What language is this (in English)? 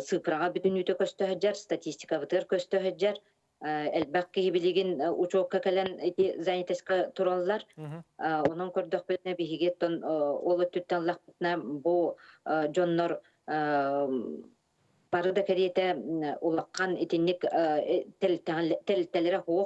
Yakut